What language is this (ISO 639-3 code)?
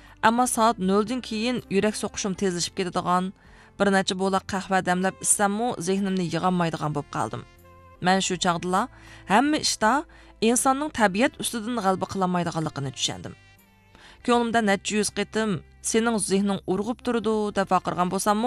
uig